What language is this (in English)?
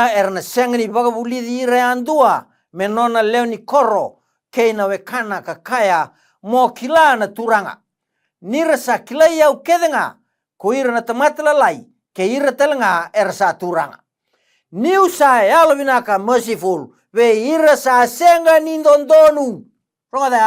Fijian